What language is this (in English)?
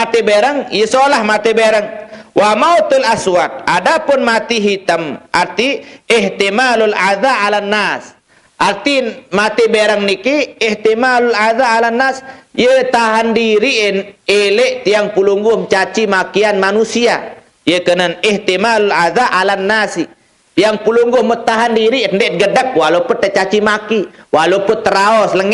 Sasak